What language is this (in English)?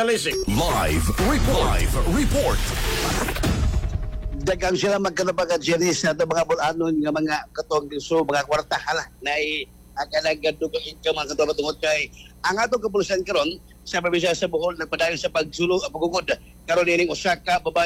Cebuano